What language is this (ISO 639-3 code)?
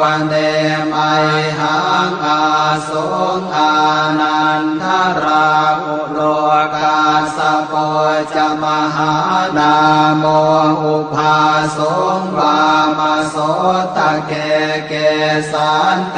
pli